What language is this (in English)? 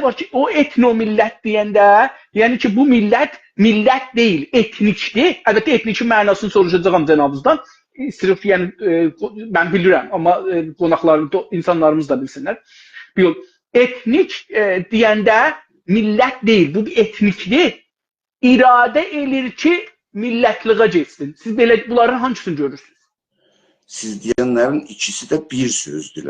South Azerbaijani